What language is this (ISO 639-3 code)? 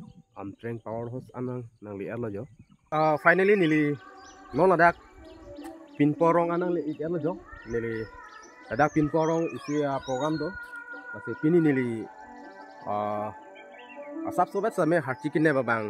mjw